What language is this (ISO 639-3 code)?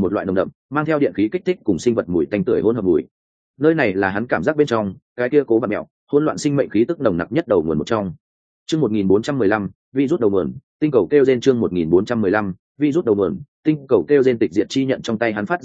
vie